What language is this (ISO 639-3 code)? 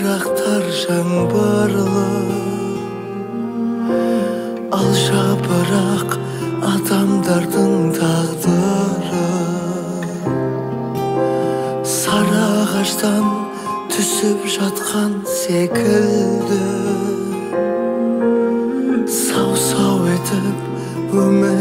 kaz